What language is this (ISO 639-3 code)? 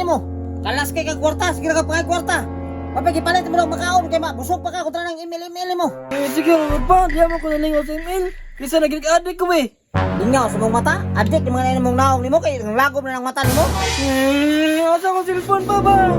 ceb